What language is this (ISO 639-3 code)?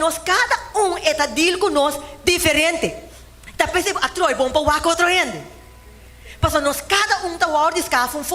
pap